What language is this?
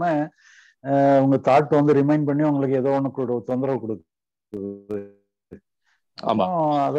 Tamil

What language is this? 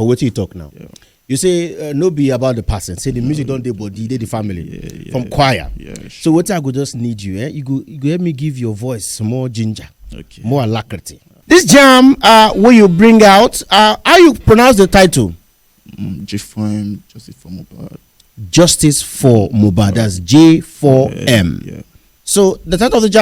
Nigerian Pidgin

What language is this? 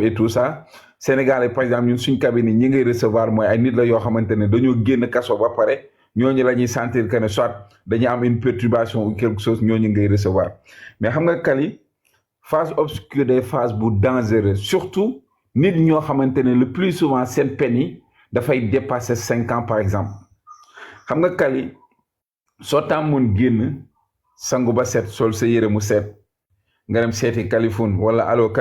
Wolof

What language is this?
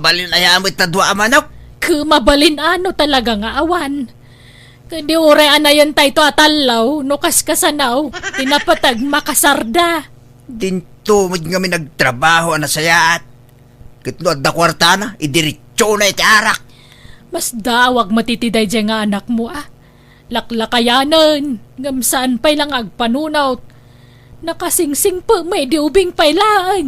Iloko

